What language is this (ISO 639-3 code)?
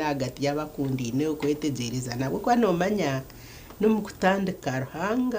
nyn